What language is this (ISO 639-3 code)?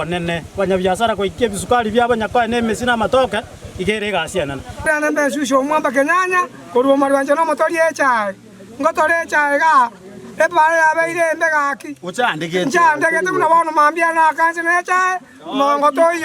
guz